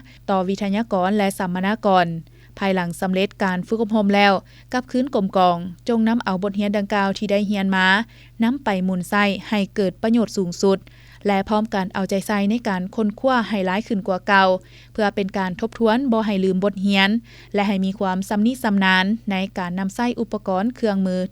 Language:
Lao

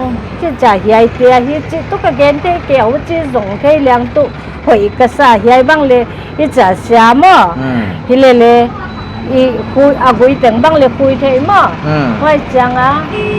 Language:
Paite Chin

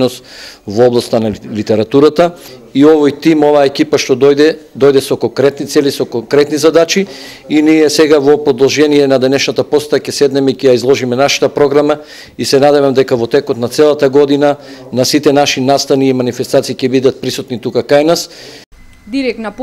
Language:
Macedonian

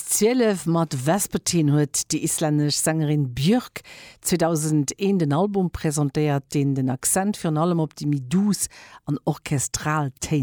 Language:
Luxembourgish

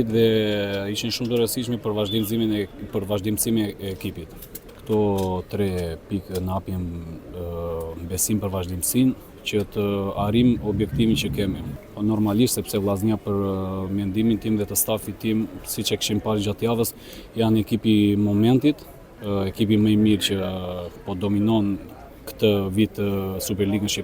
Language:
Albanian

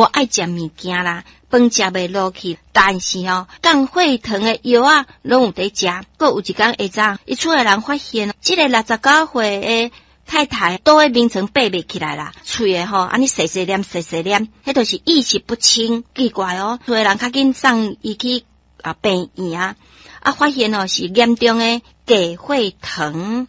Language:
Min Nan Chinese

